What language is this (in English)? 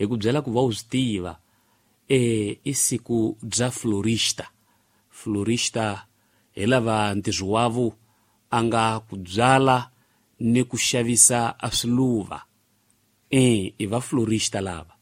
Tsonga